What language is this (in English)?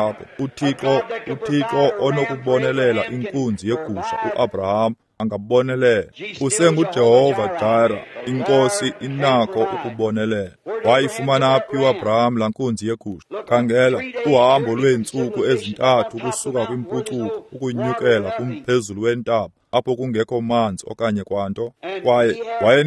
Xhosa